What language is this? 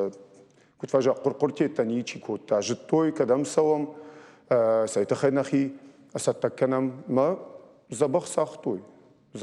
Ossetic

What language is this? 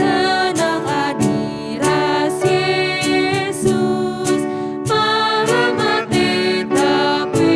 Batak Karo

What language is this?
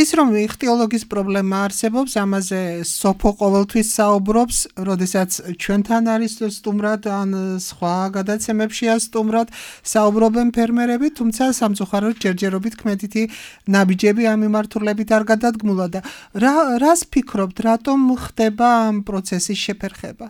Georgian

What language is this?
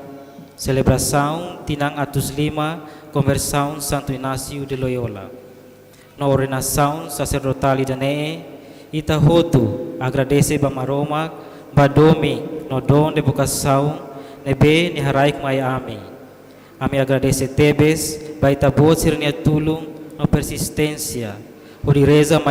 Tetum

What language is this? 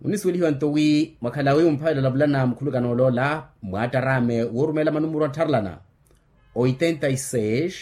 Makhuwa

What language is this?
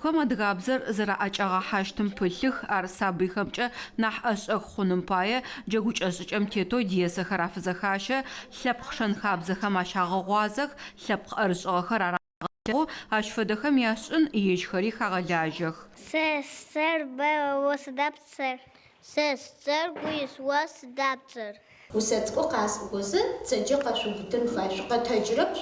Adyghe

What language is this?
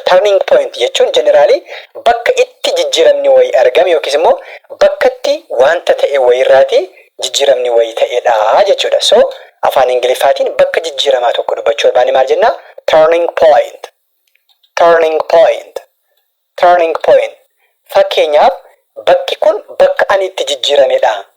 Oromo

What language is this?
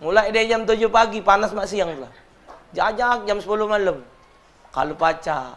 Musi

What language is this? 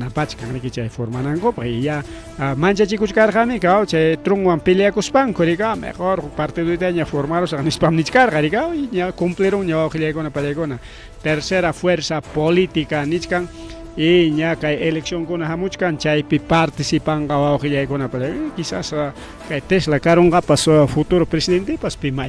Ayacucho Quechua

